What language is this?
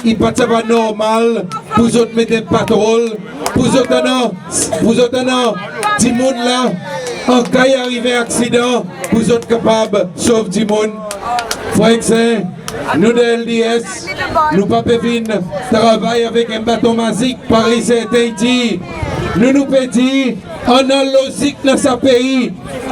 Seselwa Creole French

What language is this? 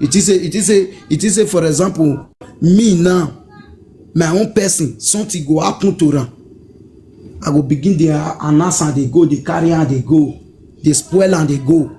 Nigerian Pidgin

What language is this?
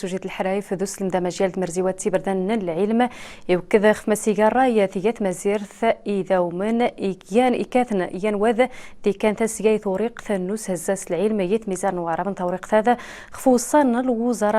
Riffian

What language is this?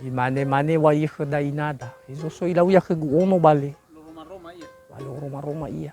Nias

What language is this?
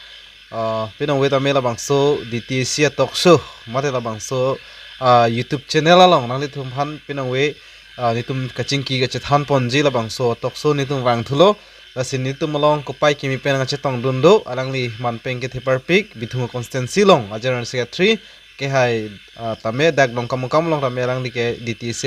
Karbi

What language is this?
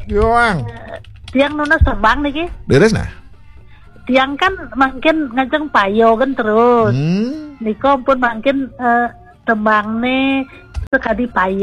Balinese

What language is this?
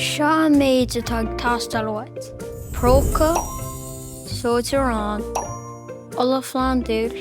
Irish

